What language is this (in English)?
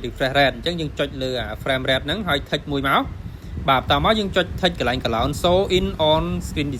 Khmer